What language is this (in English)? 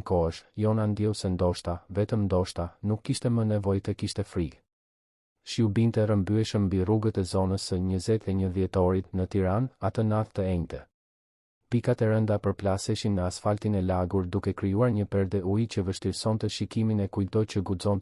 Albanian